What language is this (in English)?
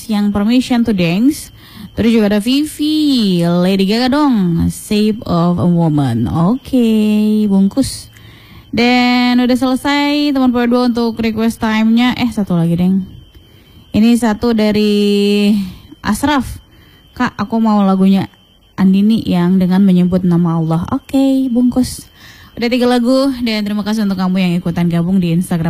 Indonesian